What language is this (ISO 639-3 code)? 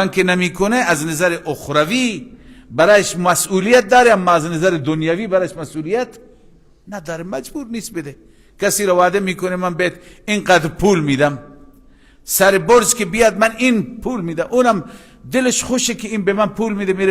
fas